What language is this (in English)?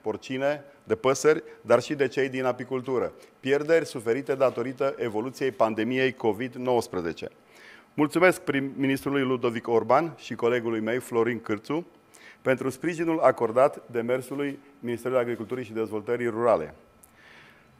Romanian